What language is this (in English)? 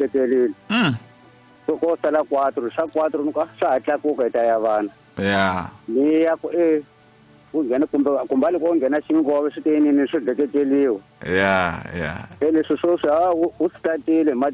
Tsonga